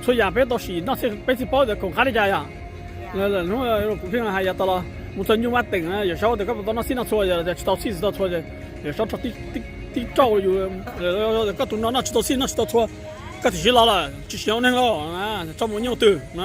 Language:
Hmong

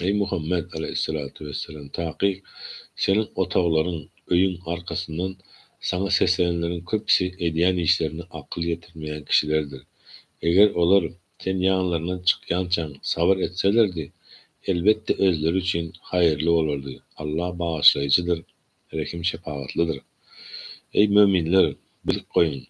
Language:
Turkmen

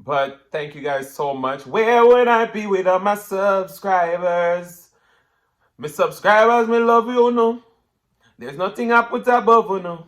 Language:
Jamaican Creole English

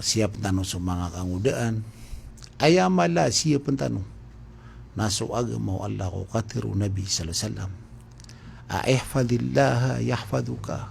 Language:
Maranao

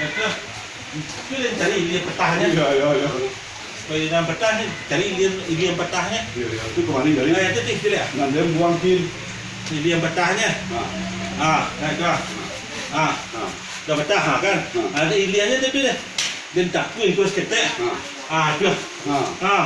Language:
Minangkabau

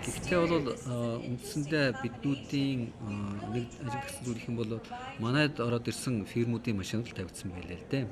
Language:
Mongolian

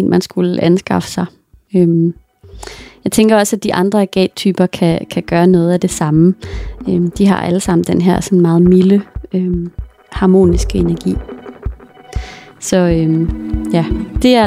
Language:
Danish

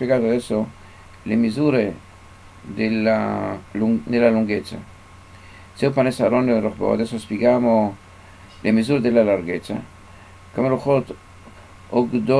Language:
Italian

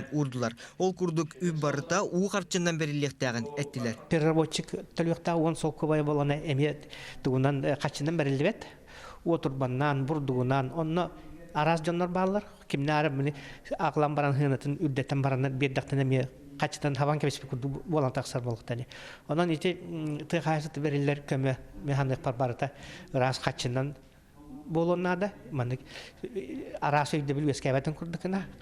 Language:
Yakut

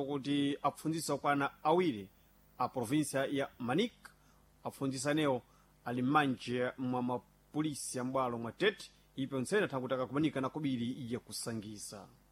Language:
Sena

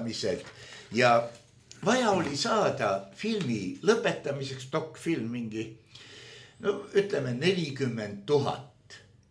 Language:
Estonian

